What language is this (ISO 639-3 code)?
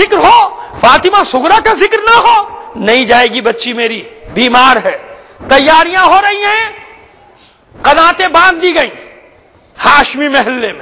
urd